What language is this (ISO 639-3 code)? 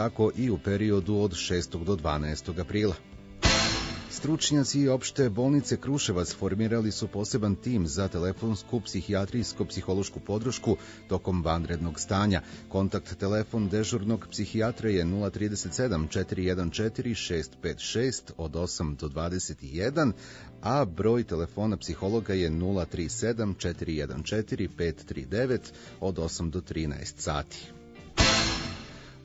srp